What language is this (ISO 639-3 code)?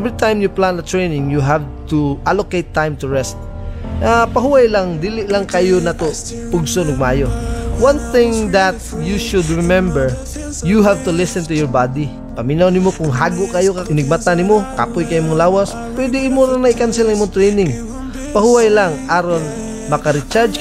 ceb